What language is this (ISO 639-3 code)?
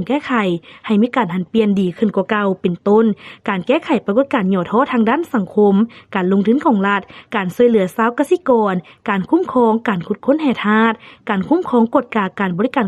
lao